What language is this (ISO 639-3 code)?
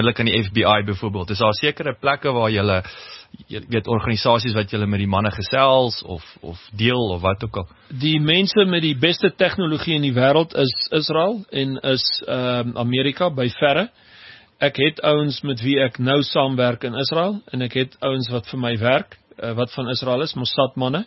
afr